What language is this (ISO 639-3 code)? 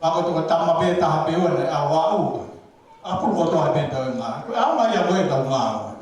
ton